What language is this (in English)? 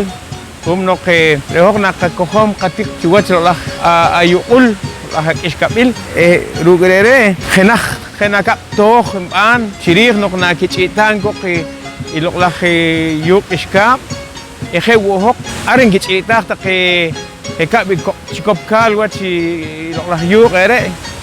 Poqomchi'